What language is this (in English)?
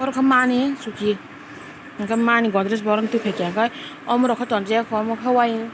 Kok Borok